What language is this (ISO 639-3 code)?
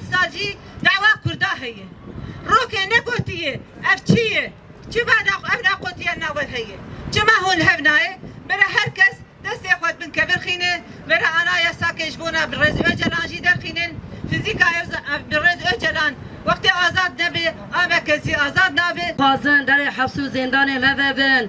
kur